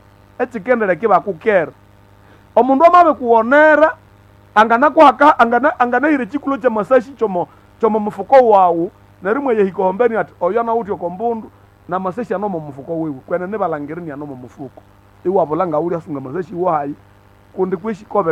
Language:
Nande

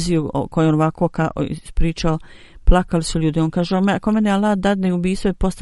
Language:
Bosnian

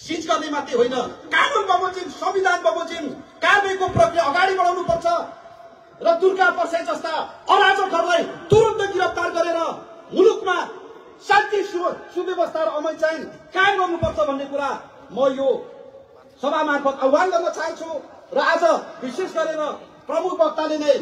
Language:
Nepali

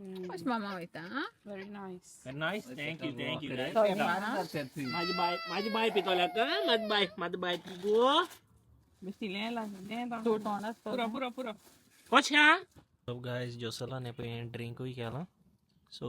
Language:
Konkani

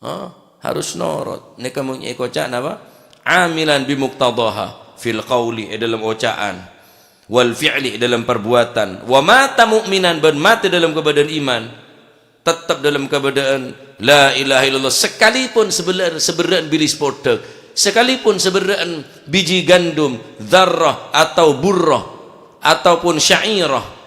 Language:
Madurese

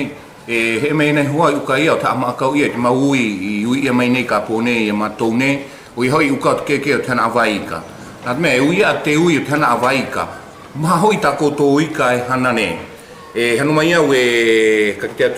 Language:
South Marquesan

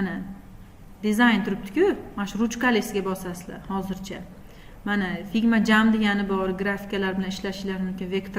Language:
Uzbek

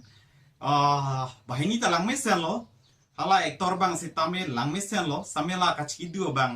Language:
Karbi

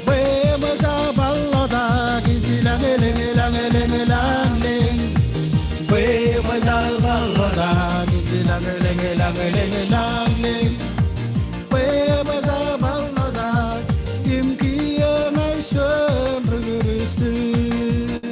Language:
Marshallese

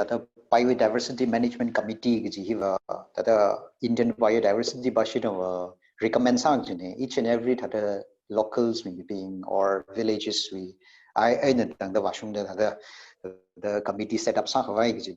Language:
Tangkhul Naga (India)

